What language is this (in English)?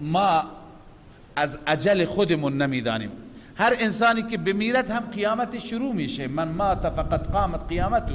Persian